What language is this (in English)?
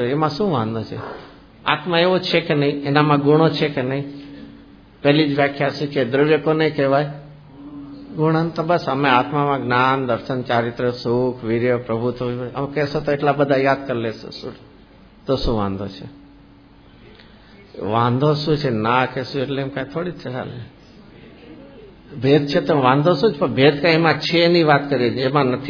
Gujarati